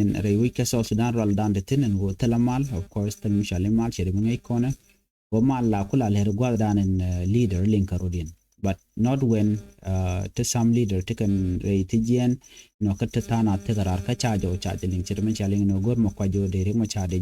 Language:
Nuer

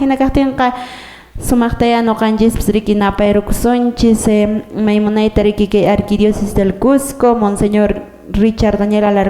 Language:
Quechua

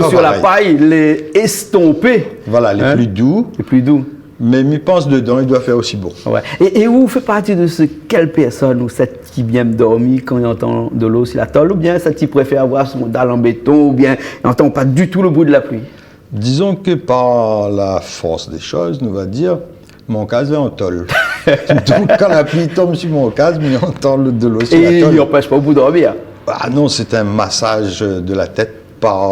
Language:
Réunion Creole French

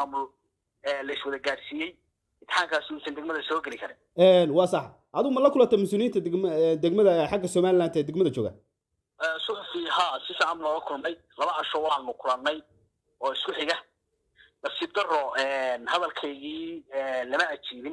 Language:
Somali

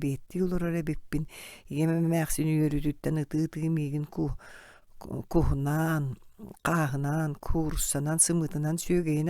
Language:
Yakut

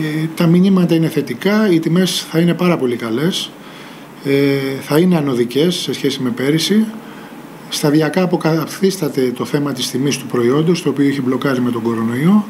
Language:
Greek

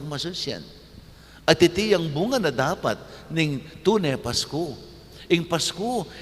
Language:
Pampanga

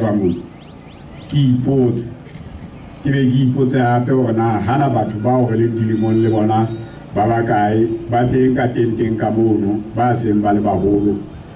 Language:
Southern Sotho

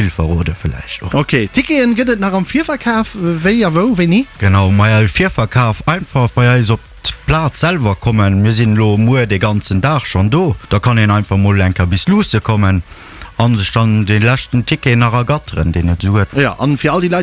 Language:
Luxembourgish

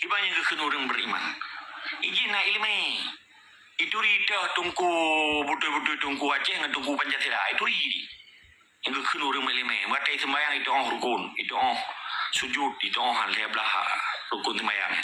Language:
Achinese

